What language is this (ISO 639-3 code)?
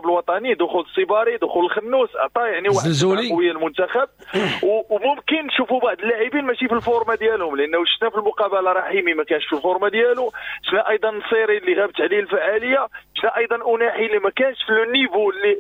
ary